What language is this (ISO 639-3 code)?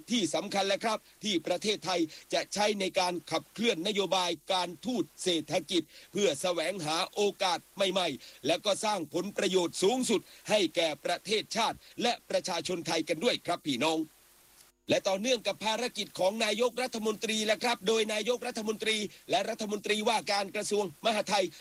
tha